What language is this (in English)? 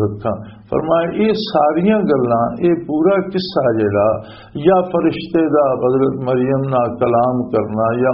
Western Panjabi